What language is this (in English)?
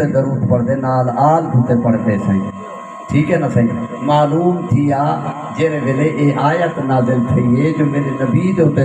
Saraiki